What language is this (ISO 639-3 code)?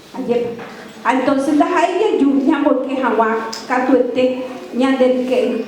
grn